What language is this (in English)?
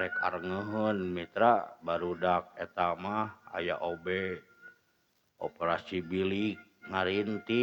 Sundanese